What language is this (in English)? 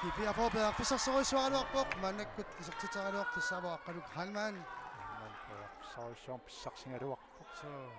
Kalaallisut